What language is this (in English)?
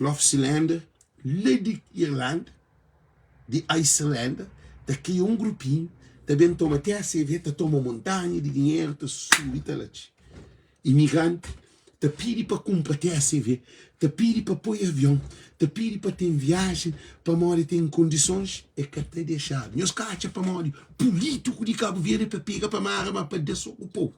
Kabuverdianu